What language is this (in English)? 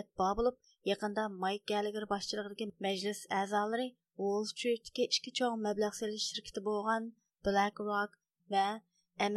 Uyghur